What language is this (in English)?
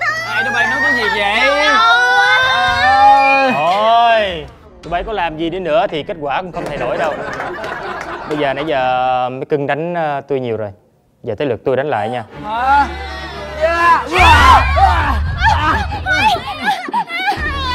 Vietnamese